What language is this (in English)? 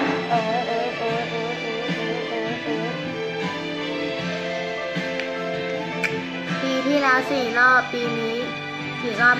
Thai